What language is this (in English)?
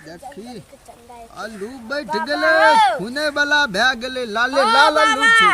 Maithili